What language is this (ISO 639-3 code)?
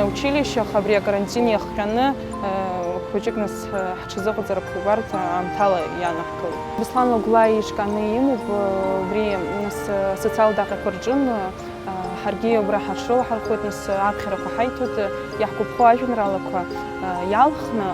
abk